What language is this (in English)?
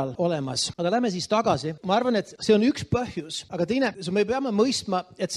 Estonian